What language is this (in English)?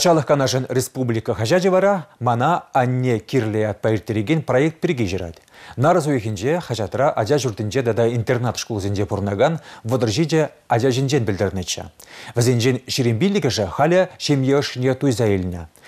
Chuvash